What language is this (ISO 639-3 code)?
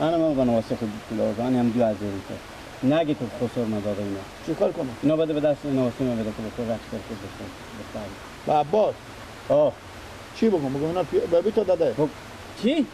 fas